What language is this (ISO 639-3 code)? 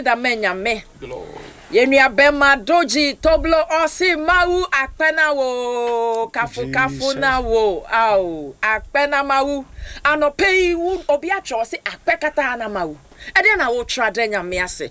aka